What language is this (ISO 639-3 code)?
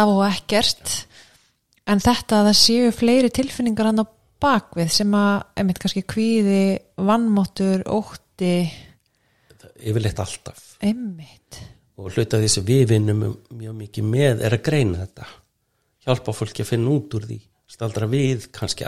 isl